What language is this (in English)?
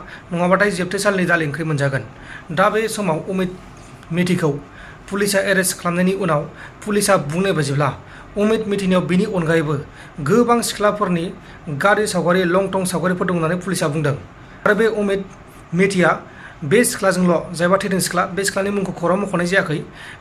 Bodo